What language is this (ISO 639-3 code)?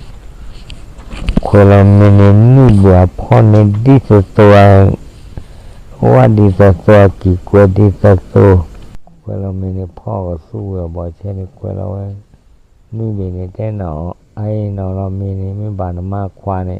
ksw